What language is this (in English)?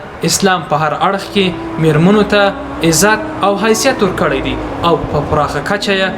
Pashto